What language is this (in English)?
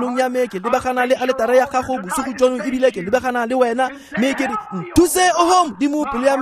Tswana